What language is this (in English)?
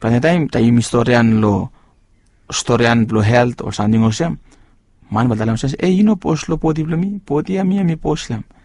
Bislama